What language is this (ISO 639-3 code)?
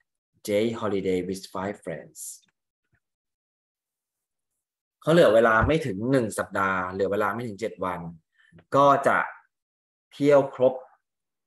tha